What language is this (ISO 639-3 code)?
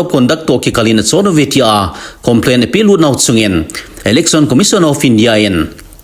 tcz